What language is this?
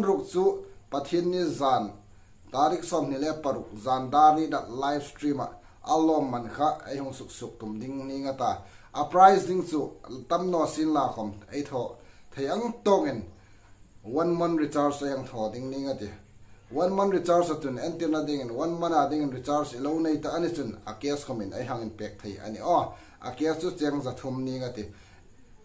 Hmar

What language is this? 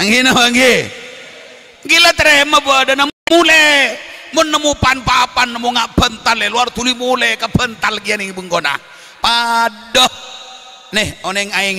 Madurese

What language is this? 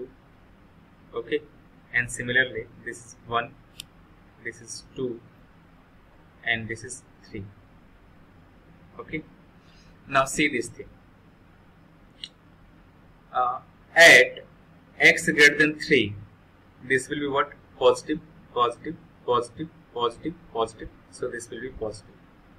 English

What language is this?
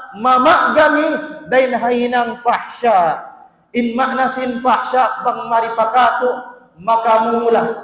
Tausug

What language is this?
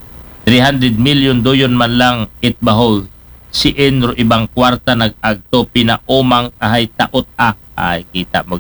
Aklanon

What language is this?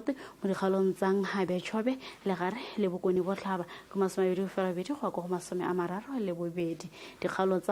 Tswana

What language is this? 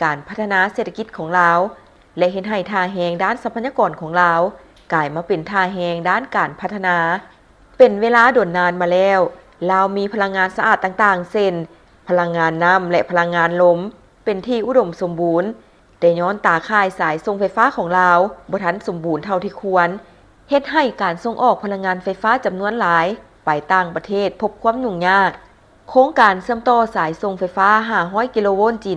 Lao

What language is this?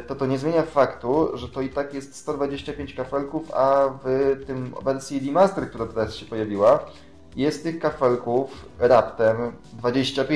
Polish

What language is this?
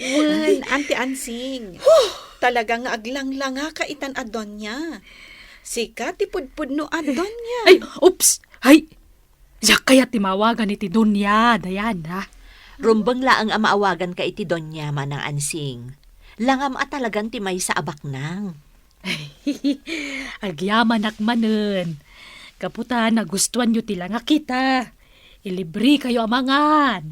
Iloko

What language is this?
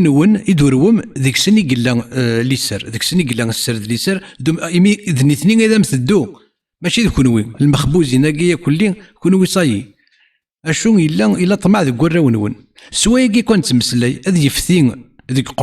Kabyle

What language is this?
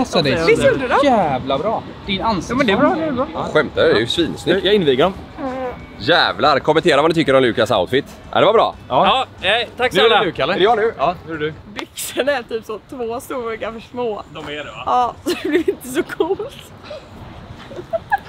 Swedish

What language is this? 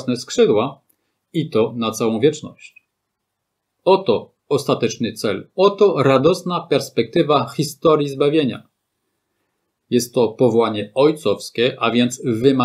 Polish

